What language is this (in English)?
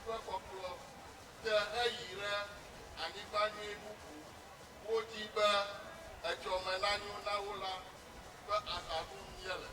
Ewe